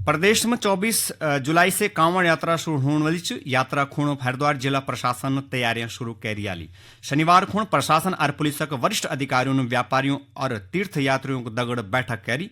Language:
Garhwali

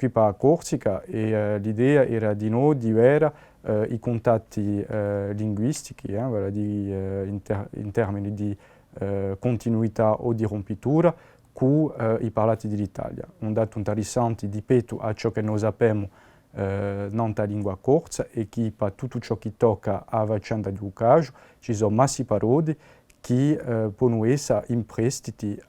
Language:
Corsican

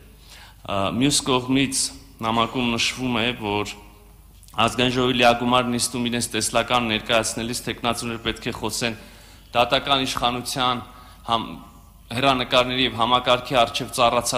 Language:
Armenian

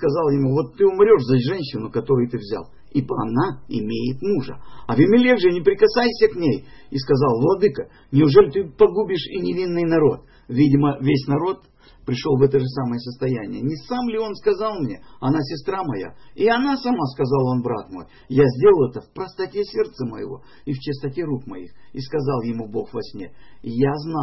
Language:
Russian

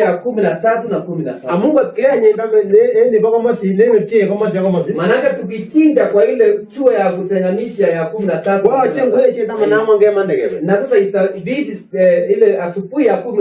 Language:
Kalenjin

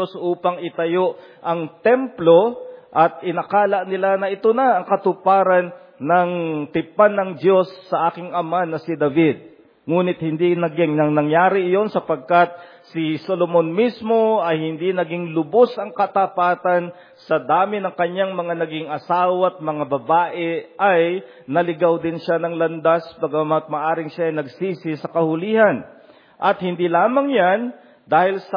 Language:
Filipino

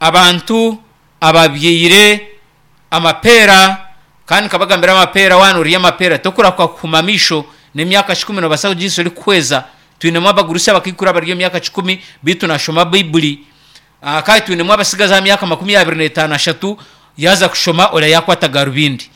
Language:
Nyankole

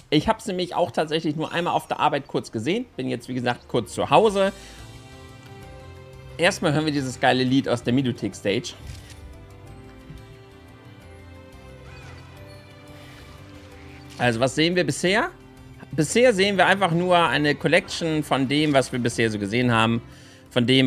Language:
German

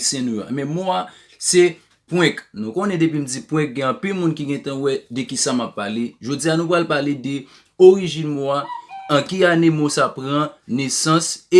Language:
Haitian Creole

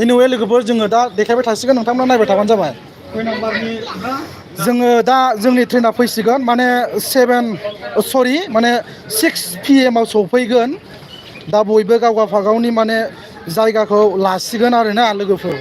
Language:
Bodo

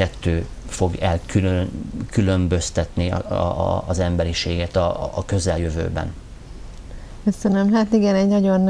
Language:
Hungarian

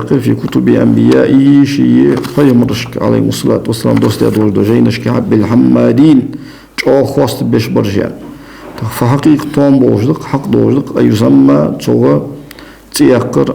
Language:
Ingush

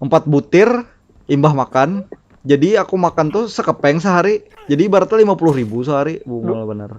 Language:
Banjar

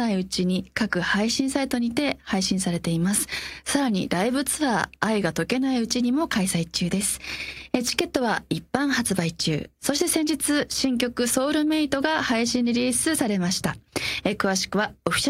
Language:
Japanese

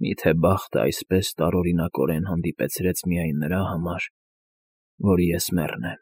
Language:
Armenian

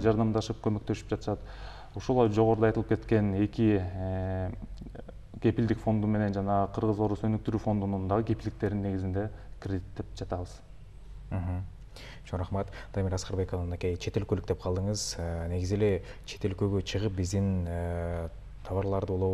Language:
Kyrgyz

